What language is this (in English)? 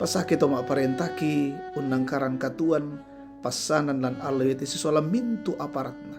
Toraja-Sa'dan